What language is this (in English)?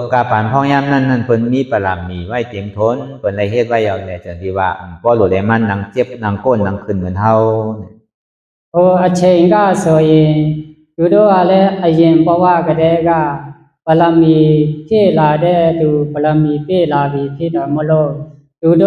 Shan